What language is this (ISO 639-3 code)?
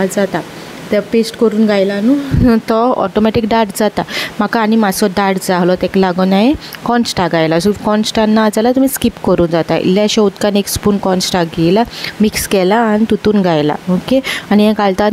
kok